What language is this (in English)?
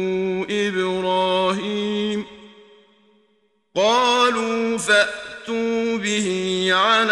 Arabic